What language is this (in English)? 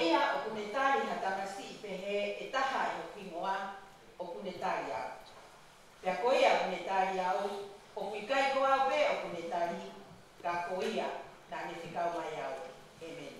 Tongan